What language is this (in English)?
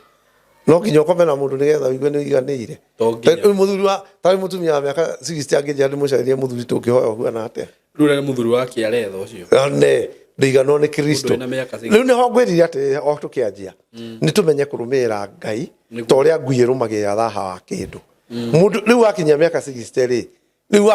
Kikuyu